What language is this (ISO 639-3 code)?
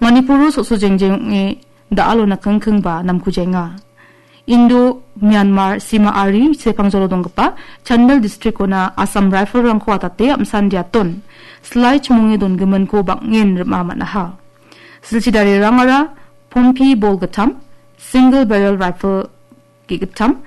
grt